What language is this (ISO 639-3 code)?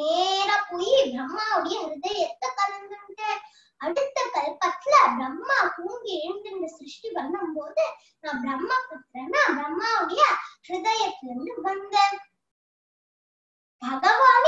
tam